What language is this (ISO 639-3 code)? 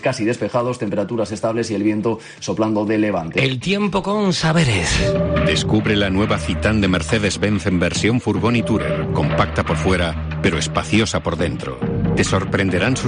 spa